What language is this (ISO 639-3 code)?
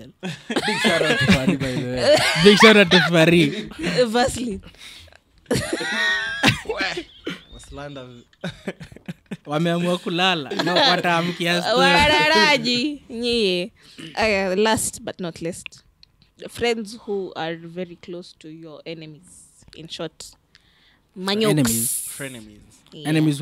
swa